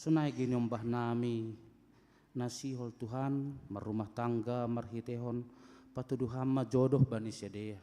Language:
Batak Simalungun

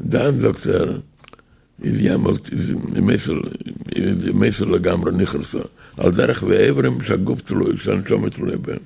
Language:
Yiddish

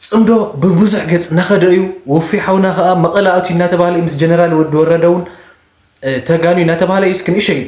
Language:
Tigrinya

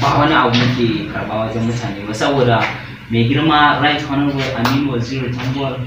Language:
Hausa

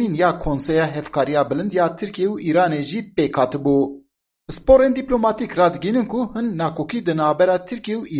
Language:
Kurdish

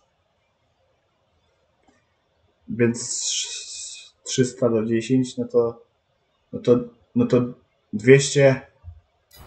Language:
Polish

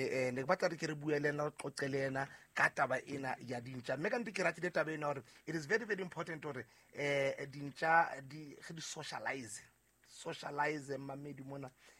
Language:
Southern Sotho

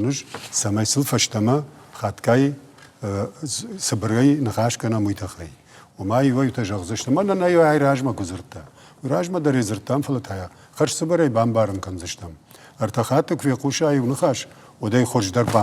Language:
Ossetic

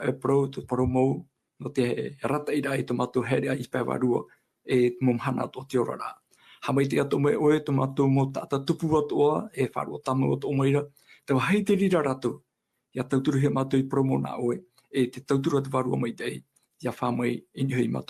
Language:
Tahitian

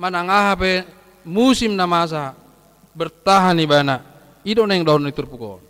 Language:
Batak Toba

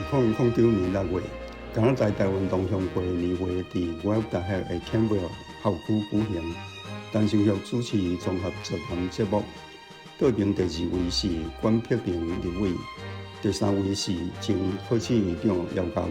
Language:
Min Nan Chinese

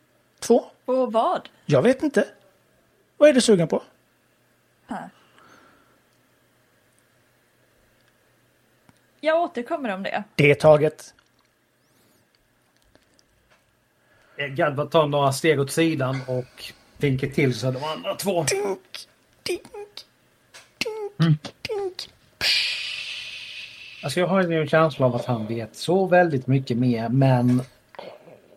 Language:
Swedish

